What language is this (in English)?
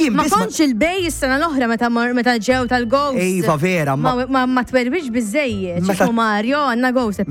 Maltese